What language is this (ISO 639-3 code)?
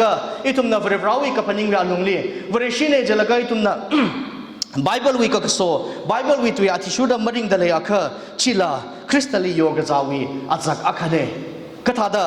nmf